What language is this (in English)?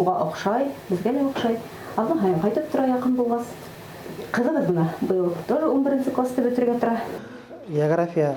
Bashkir